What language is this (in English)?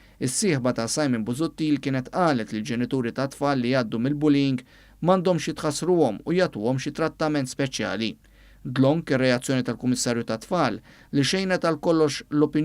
Maltese